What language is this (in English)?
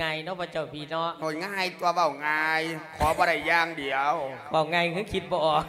Lao